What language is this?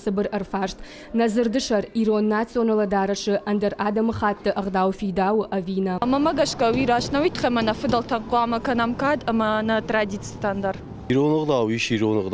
Ossetic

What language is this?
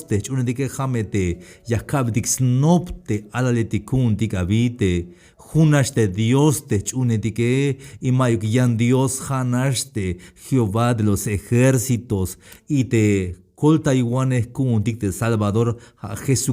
Tzeltal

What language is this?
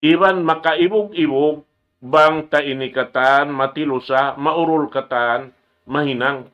Tausug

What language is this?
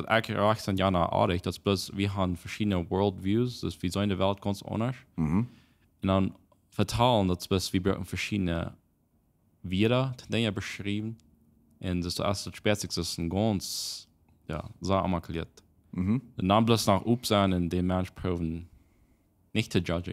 Plautdietsch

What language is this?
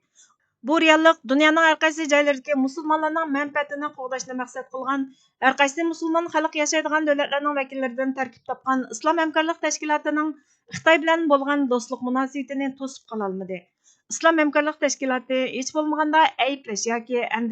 Uyghur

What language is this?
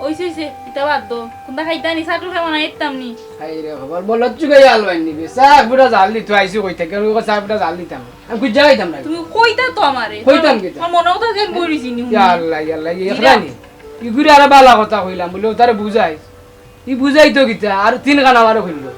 Sylheti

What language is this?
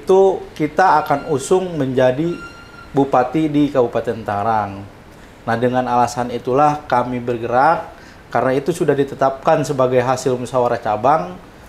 Indonesian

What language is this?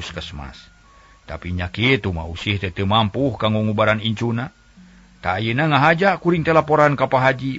Sundanese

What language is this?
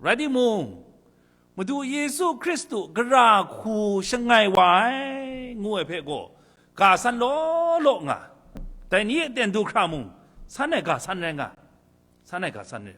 Kachin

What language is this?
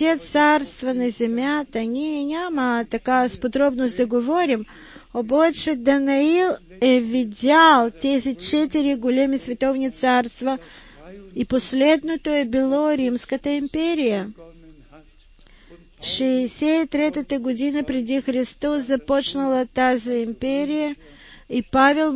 Bulgarian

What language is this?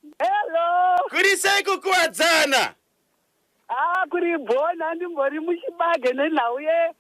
Shona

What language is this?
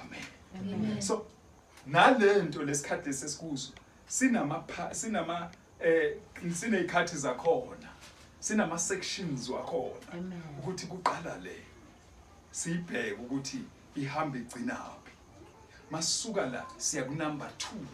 Zulu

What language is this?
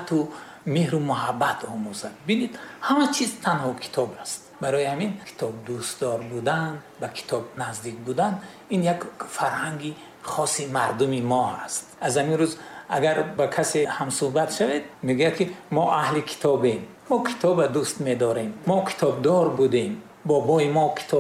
Tajik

